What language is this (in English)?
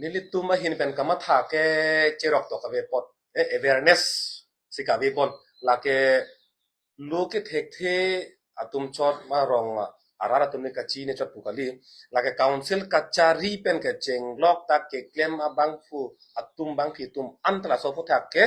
Karbi